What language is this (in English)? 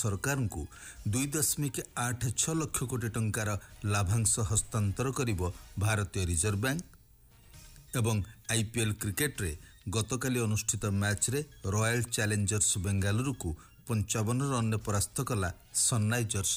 Odia